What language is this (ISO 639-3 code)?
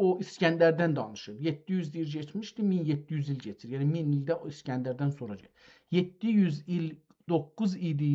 azb